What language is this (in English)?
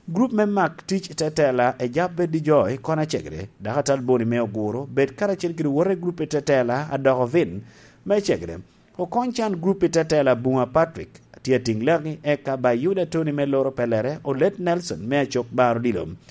Lango (Uganda)